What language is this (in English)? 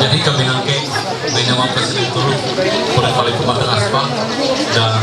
Ma'anyan